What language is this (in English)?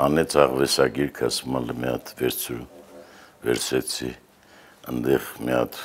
Armenian